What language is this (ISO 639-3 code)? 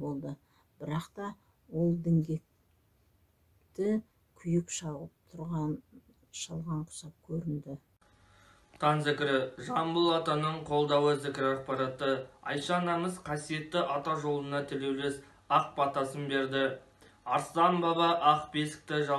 kaz